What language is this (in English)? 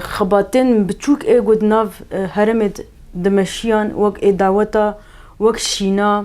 Kurdish